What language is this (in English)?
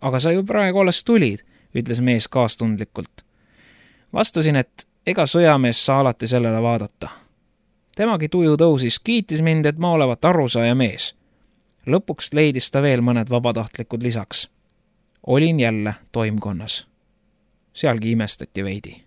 Estonian